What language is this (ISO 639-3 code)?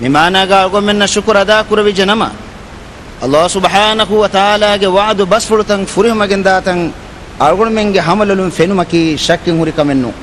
div